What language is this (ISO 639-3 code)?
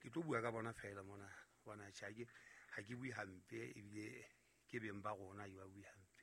sot